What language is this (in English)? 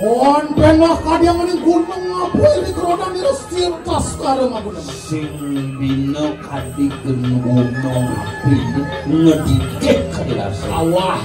Balinese